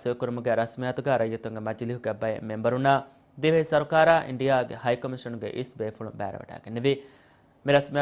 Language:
Divehi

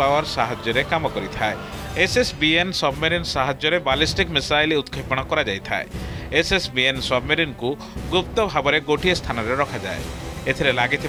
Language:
Odia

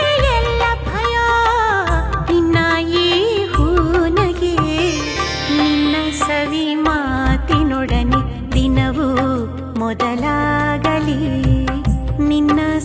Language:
Kannada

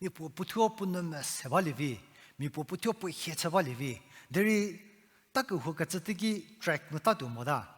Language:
Angami Naga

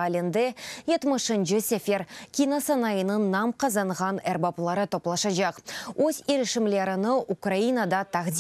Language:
Crimean Tatar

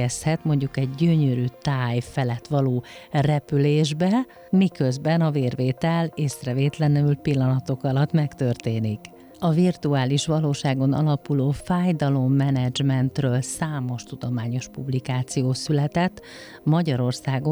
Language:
Hungarian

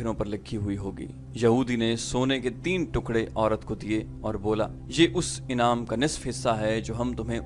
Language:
Urdu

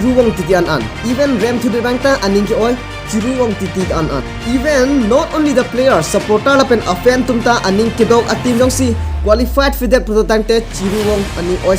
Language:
Karbi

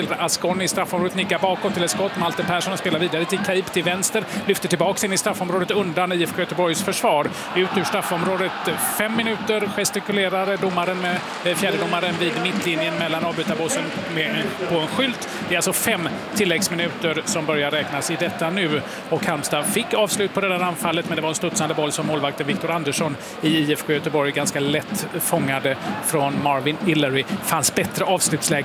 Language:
Swedish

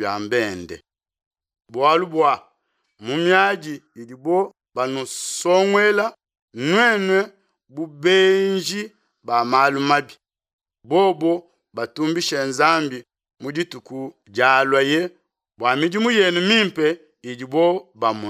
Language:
Luba-Lulua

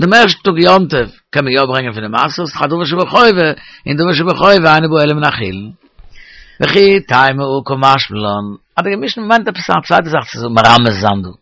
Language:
Yiddish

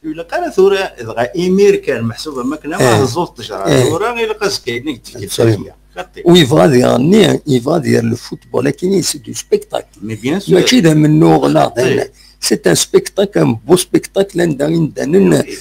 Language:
Kabyle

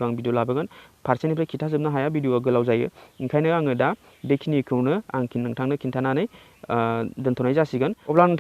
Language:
Bodo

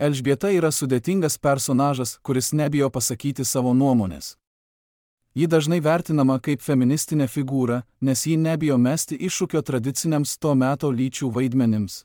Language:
Lithuanian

